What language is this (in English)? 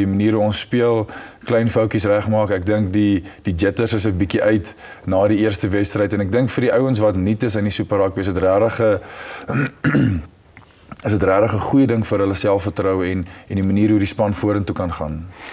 Afrikaans